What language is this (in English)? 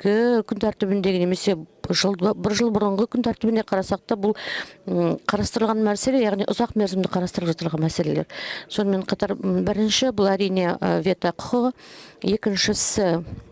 Kazakh